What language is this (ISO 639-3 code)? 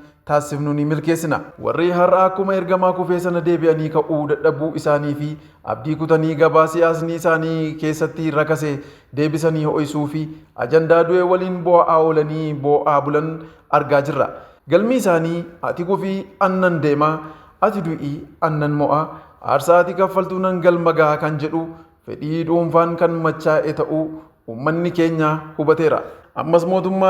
orm